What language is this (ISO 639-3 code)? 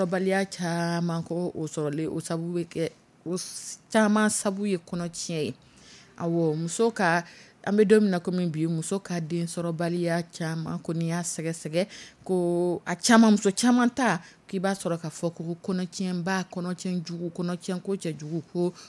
dyu